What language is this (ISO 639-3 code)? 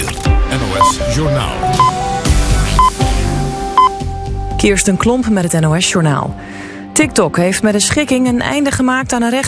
nld